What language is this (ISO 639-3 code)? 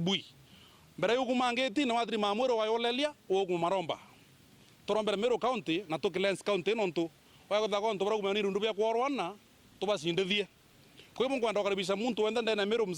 mer